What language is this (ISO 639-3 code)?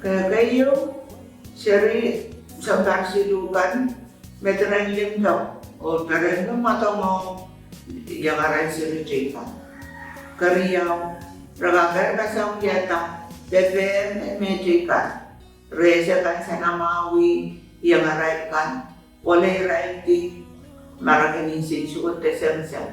pon